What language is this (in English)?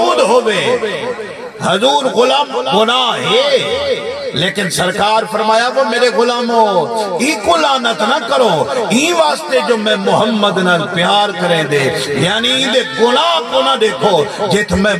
Saraiki